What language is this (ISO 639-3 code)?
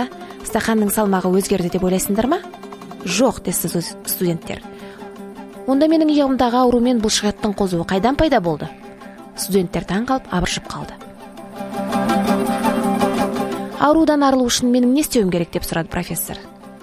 kaz